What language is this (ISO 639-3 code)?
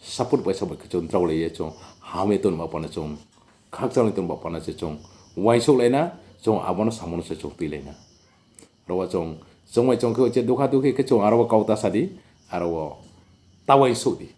ria